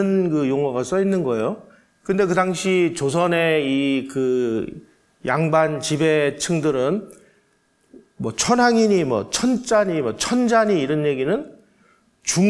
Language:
Korean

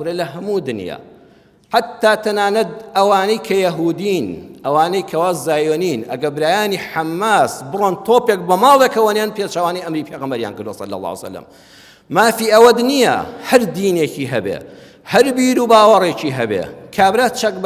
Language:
Central Kurdish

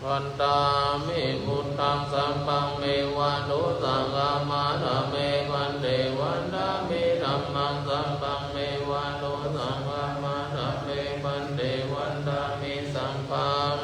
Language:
Pali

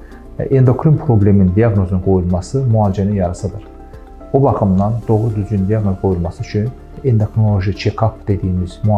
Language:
Azerbaijani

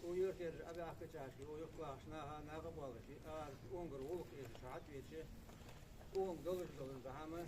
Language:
Ingush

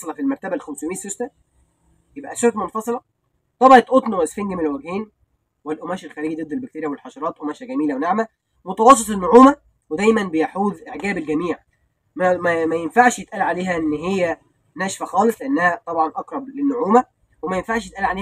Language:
Egyptian Arabic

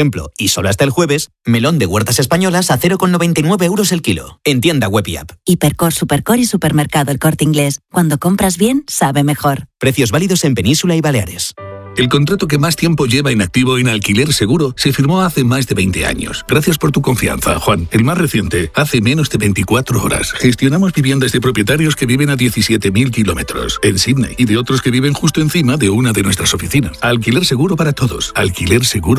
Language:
Spanish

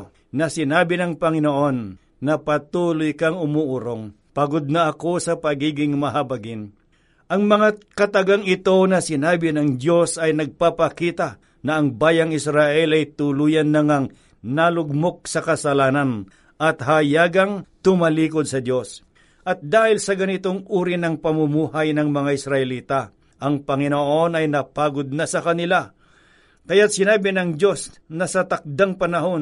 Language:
Filipino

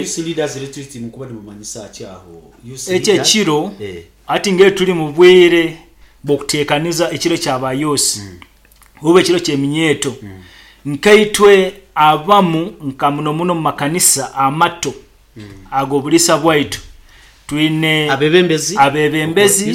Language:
Nyoro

